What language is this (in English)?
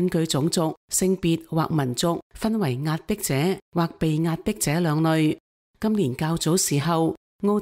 Cantonese